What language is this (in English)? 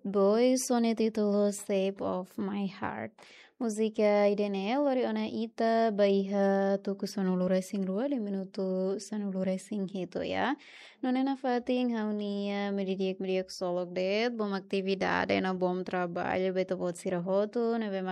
Tetum